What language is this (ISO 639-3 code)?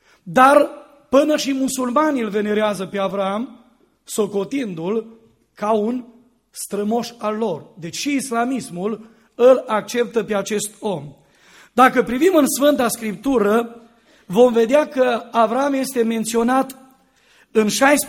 ron